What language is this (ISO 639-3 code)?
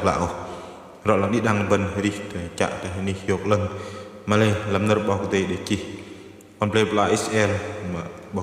bdq